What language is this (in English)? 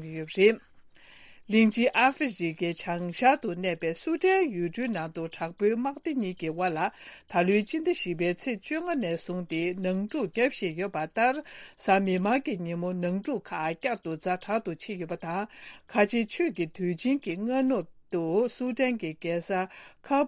Tibetan